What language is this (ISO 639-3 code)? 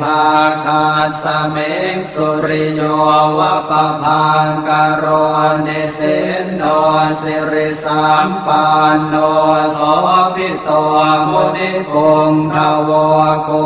pli